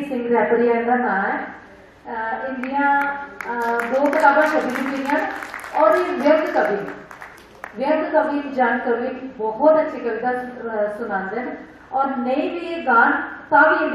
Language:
Dogri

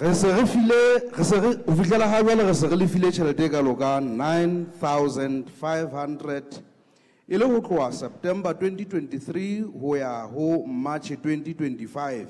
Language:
Southern Sotho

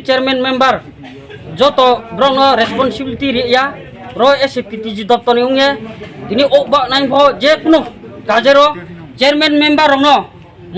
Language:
Riang (India)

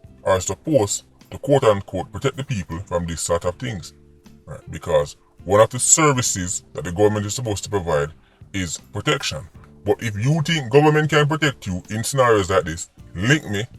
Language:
Jamaican Creole English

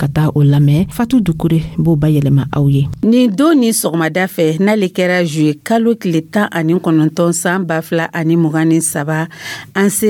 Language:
Dyula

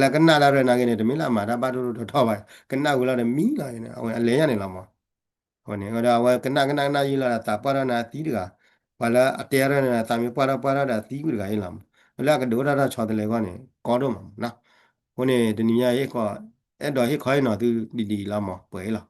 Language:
S'gaw Karen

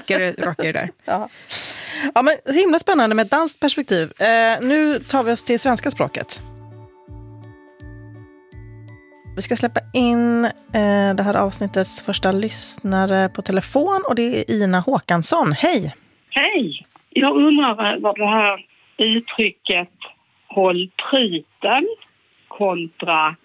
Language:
Swedish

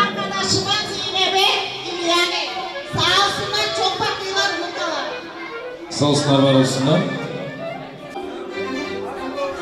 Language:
Turkish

